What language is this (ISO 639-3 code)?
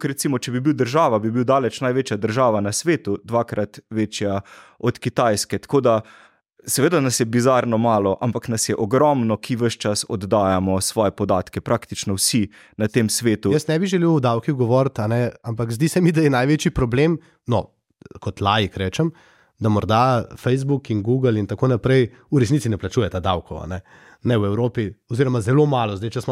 slv